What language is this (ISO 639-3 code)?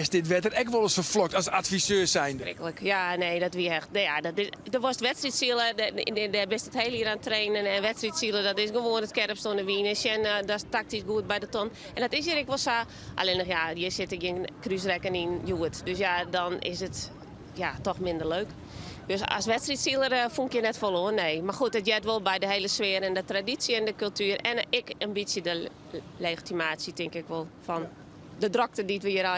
fry